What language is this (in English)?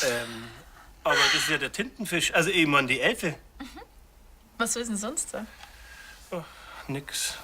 Bavarian